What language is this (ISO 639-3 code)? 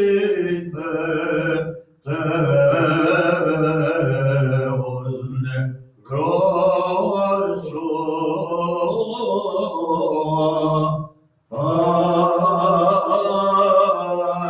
ell